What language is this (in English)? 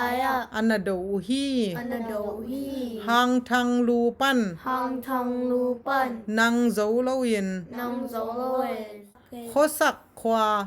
Tedim Chin